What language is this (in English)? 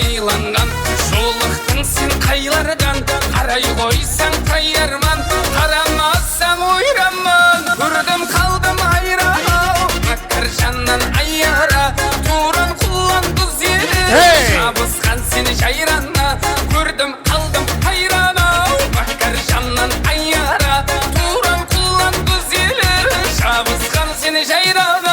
Kara-Kalpak